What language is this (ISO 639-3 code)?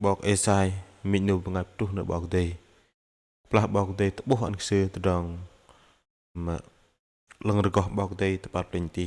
bdq